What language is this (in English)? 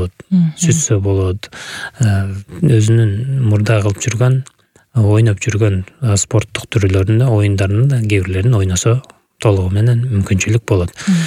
Kyrgyz